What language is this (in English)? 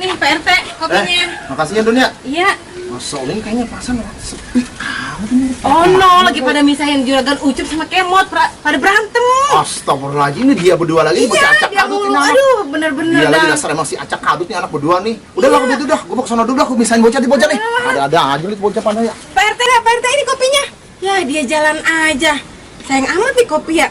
Betawi